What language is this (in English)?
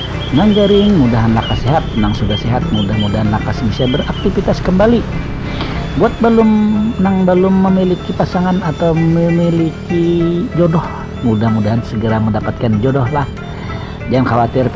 Banjar